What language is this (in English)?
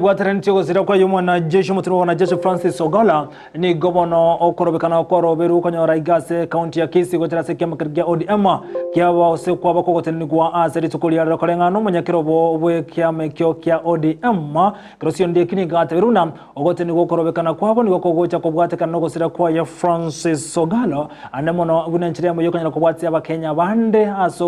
Gusii